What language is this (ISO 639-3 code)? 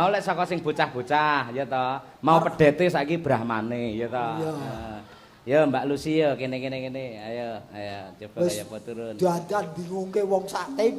jav